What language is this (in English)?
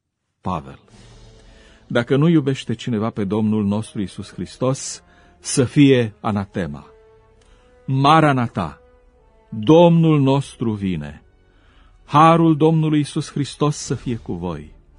Romanian